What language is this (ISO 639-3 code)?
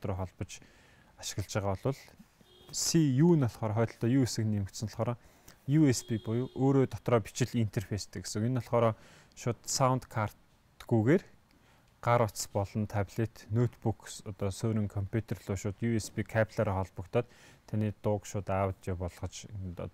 mon